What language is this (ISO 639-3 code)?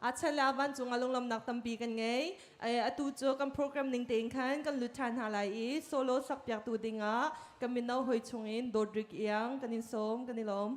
cnh